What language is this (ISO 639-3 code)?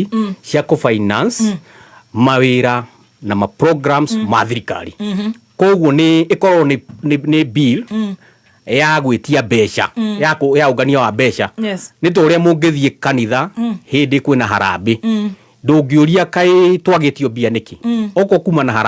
kik